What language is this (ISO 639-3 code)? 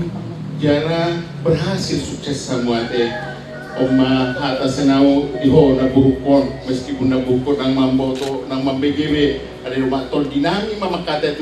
bbc